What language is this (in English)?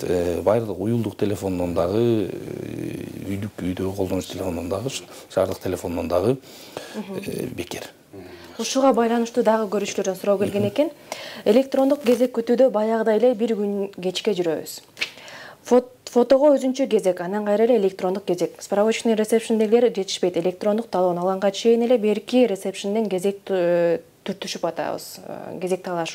Kyrgyz